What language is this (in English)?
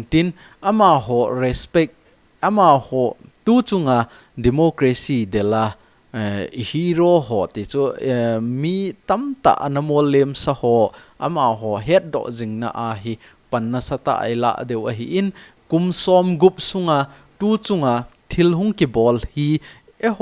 Thado Chin